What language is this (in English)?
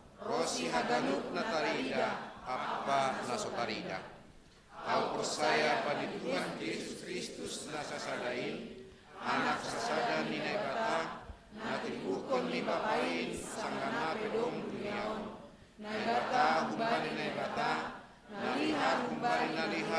Batak Simalungun